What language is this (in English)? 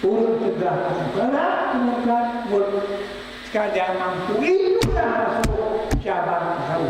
Achinese